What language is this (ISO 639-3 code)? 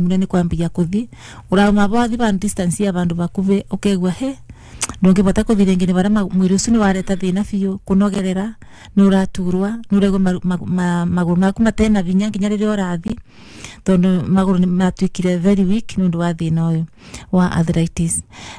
kik